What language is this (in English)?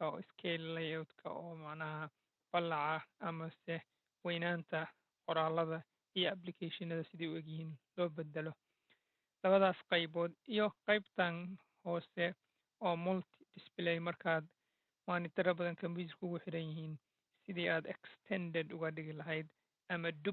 Somali